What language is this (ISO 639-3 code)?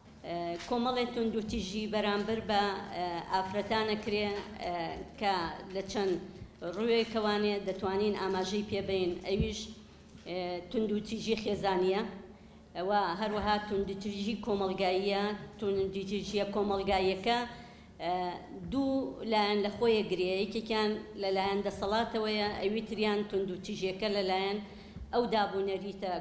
ckb